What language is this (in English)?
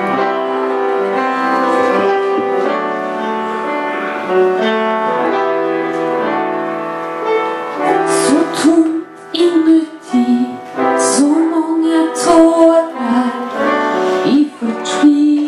Swedish